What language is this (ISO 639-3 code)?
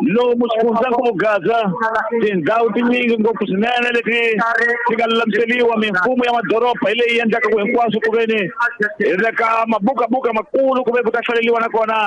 tso